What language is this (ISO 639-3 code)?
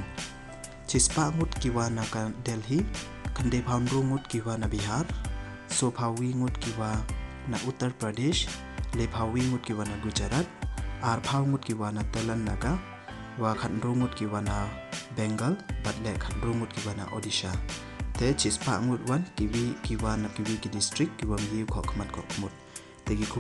pbv